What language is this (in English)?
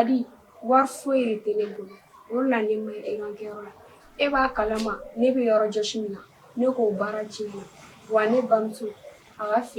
Bambara